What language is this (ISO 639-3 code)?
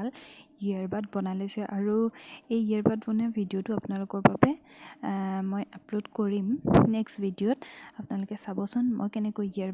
asm